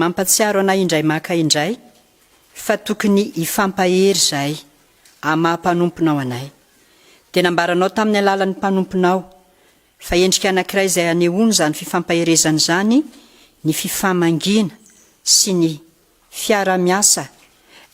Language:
Malagasy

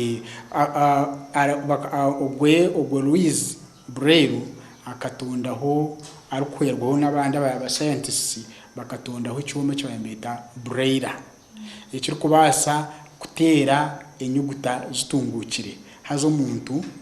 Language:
Nyankole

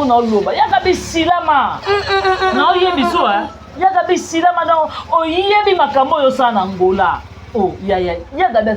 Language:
Lingala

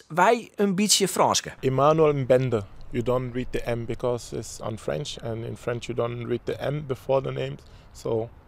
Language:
Western Frisian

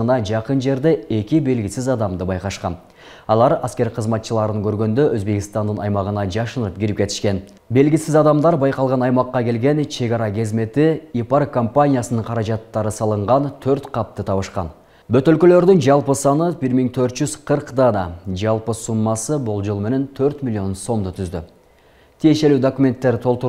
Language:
Kyrgyz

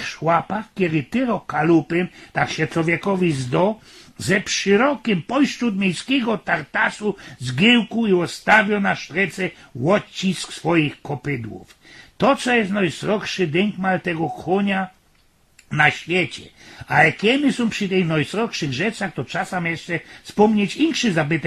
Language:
Silesian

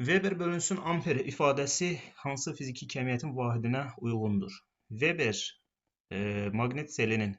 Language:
Azerbaijani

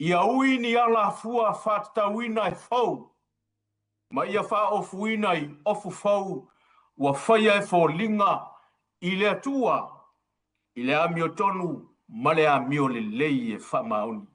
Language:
Samoan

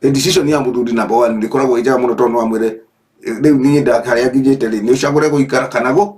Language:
Kikuyu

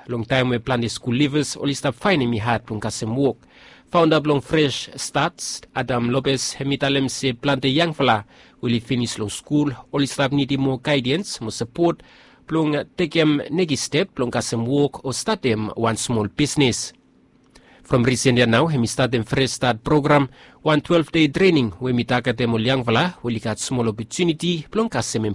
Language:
Bislama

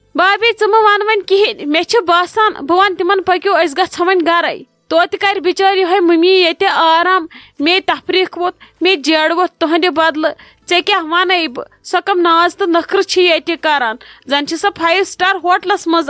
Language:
Kashmiri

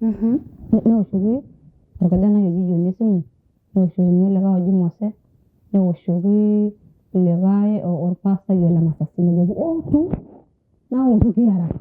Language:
Masai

